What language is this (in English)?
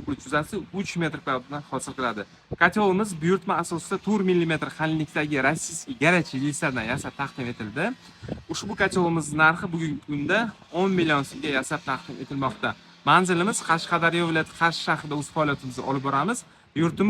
Uzbek